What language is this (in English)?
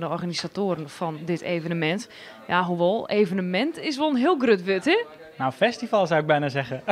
Western Frisian